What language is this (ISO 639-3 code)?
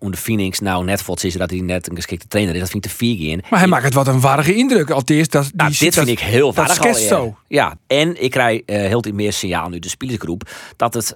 fry